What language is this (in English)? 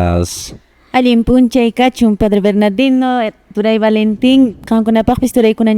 Quechua